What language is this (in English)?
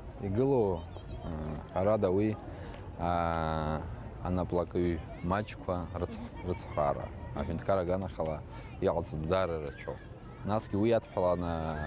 Abkhazian